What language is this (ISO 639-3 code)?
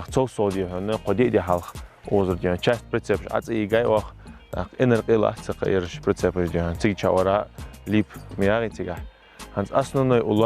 inh